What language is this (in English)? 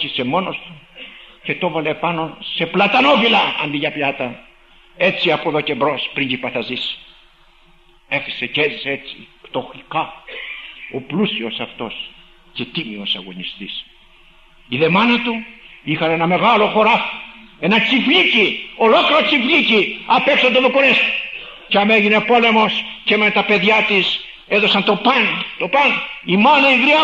Greek